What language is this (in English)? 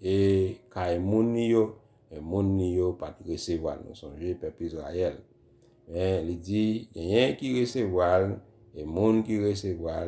Haitian Creole